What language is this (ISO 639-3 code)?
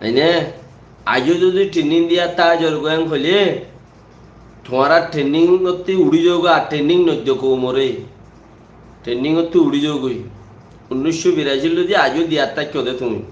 rhg